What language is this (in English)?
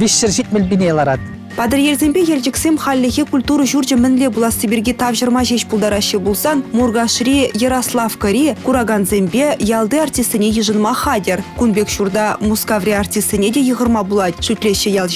Chuvash